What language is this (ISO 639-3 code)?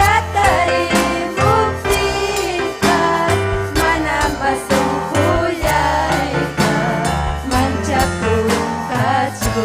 quy